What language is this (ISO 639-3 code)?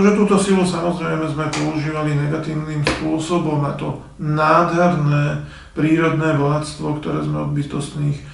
slk